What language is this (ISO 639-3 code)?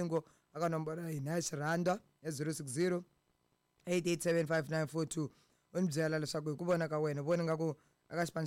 tso